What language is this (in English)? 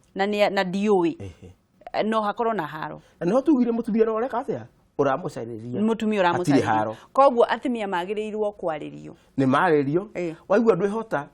Kikuyu